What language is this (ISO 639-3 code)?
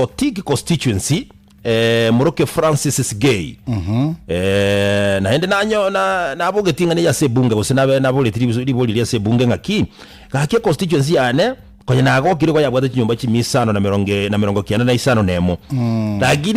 guz